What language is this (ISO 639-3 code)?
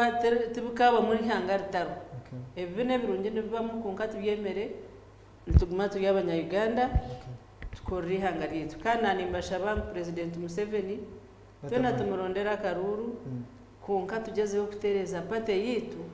nyn